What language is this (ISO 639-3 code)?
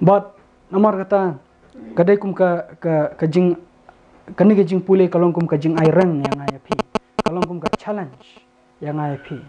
kha